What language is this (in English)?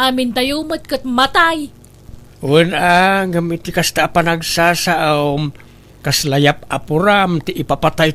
Iloko